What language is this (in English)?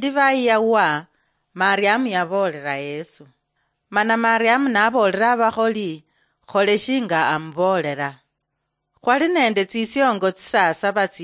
Luyia